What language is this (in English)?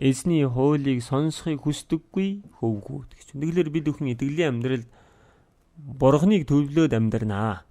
Mongolian